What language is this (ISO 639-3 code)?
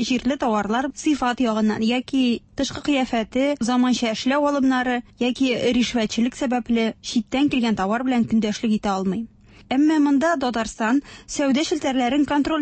tat